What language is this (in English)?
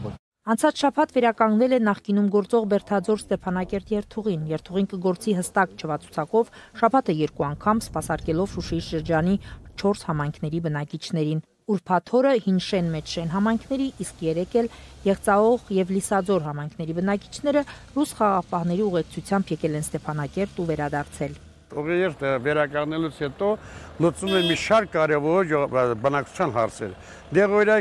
Armenian